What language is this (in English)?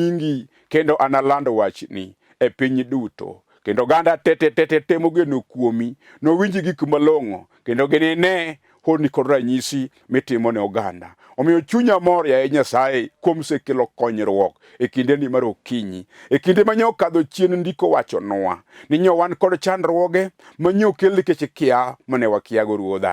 Luo (Kenya and Tanzania)